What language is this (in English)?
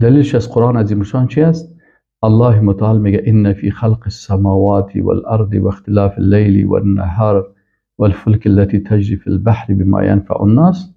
Persian